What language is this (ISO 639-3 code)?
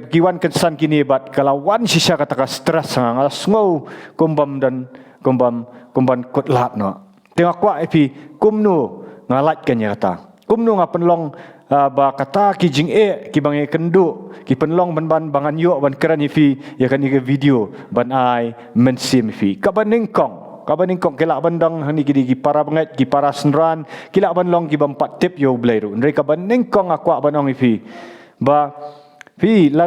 kha